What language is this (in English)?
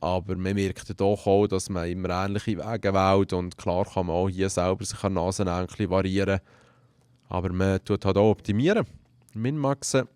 Swiss German